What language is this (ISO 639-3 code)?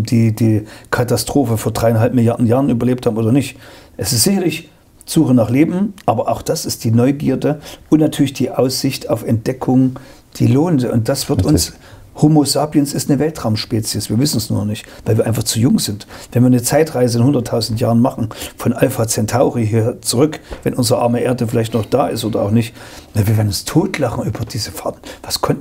deu